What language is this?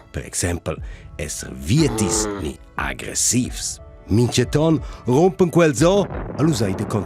Romansh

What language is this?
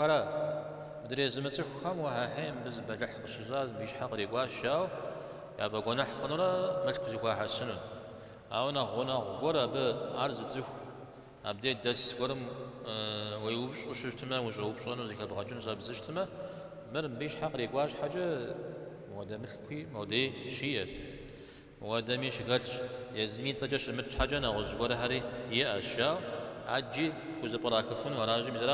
Kabardian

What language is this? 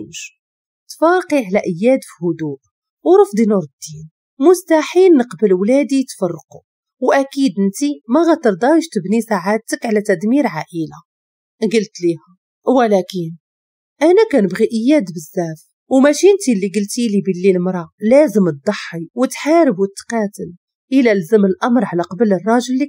Moroccan Arabic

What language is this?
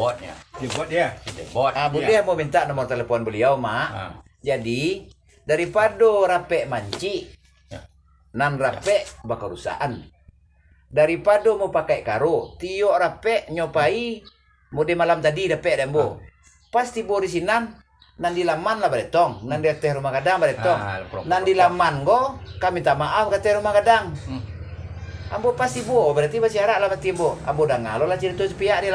Minangkabau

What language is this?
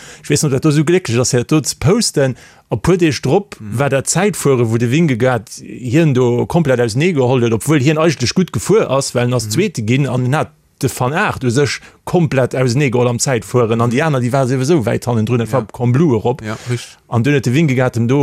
Luxembourgish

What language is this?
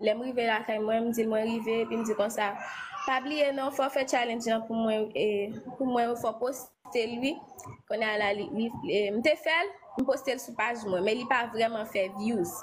Haitian Creole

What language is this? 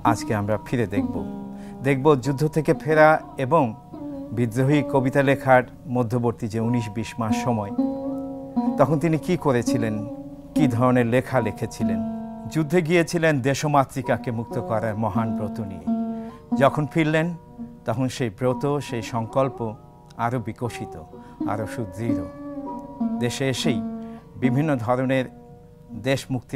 Bangla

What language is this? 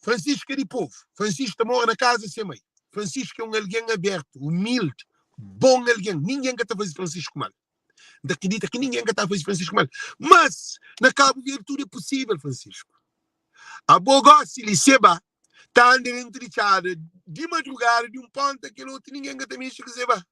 Kabuverdianu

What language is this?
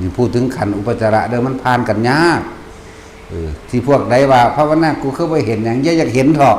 Northeastern Thai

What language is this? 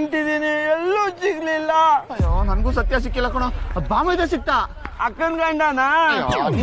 Kannada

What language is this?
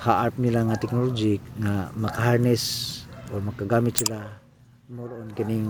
Cebuano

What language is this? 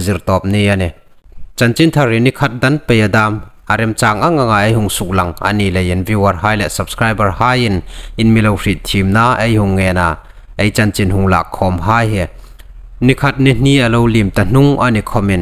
Hmar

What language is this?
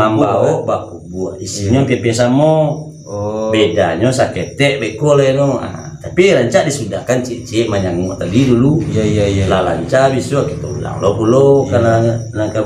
Minangkabau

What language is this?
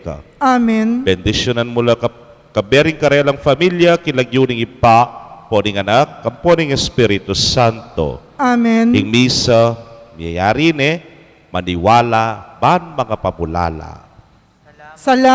Pampanga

